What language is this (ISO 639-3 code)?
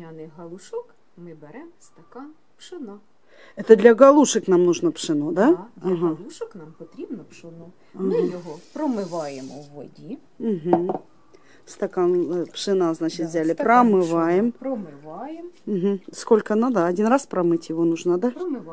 ukr